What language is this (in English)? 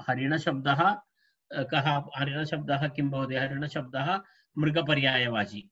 Sanskrit